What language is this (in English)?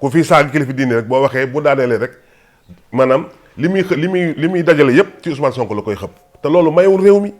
Wolof